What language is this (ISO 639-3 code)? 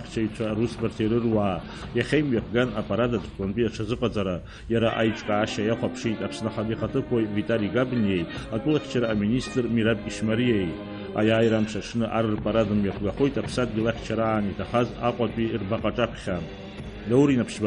abk